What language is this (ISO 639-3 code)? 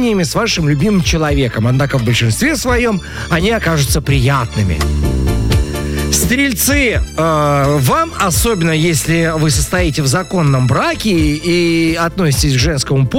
rus